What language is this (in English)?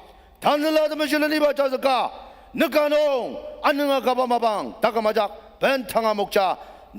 Ao Naga